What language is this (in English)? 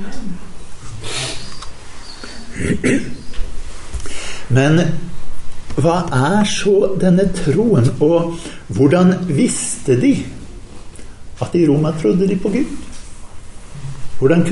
Norwegian